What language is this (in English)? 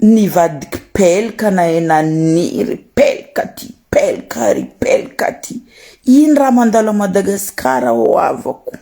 Malagasy